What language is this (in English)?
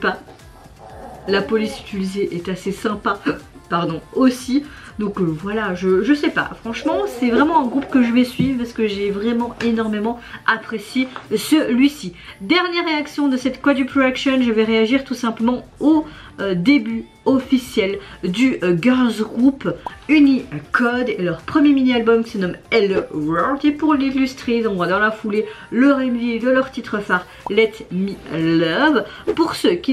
French